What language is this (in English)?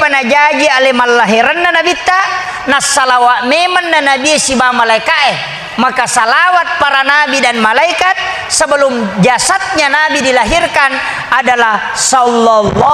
Buginese